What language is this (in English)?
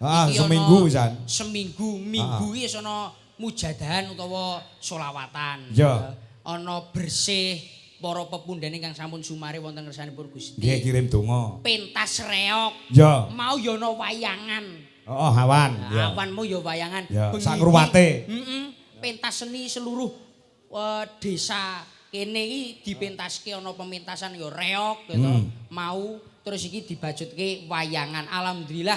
Javanese